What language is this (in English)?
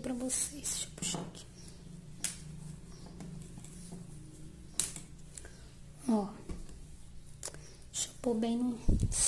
Portuguese